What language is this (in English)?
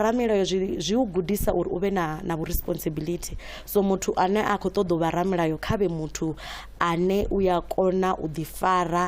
Venda